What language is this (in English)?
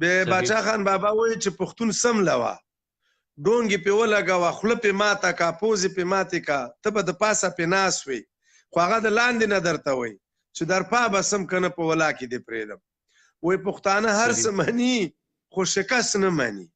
Pashto